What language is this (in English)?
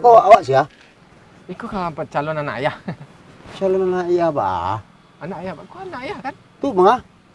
Minangkabau